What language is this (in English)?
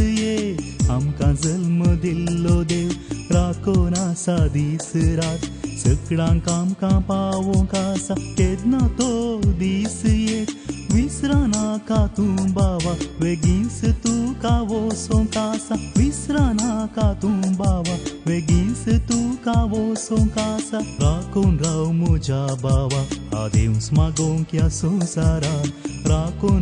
Konkani